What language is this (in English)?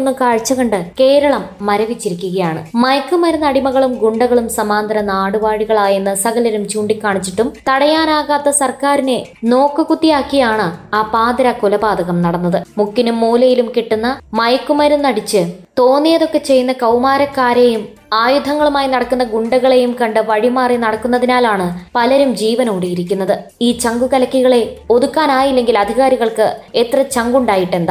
Malayalam